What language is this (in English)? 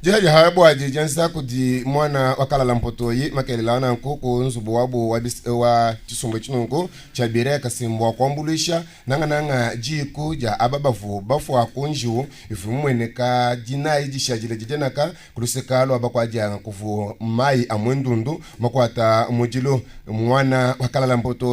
Luba-Lulua